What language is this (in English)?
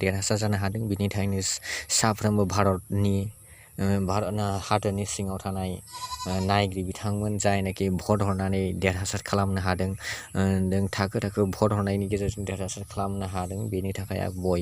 Bodo